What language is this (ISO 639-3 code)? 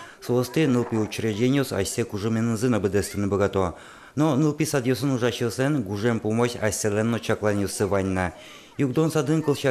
udm